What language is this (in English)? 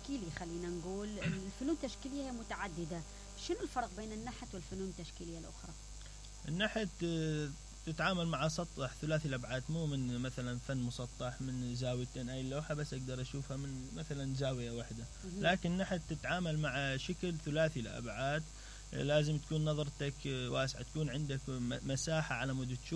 Mesopotamian Arabic